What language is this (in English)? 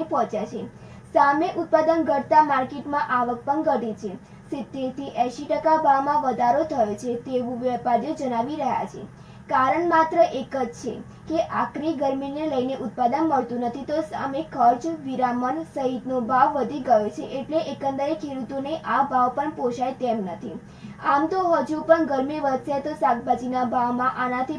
Gujarati